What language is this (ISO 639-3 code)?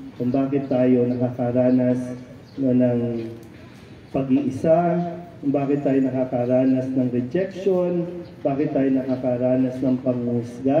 fil